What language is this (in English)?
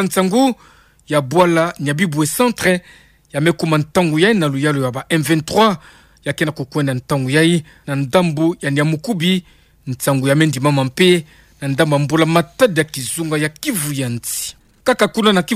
Kituba (Democratic Republic of Congo)